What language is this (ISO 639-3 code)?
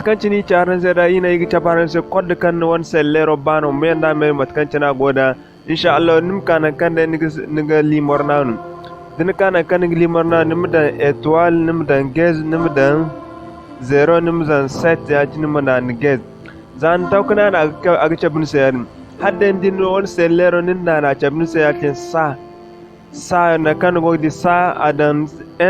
dje